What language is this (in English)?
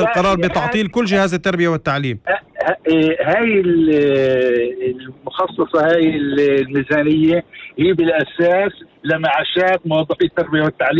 North Levantine Arabic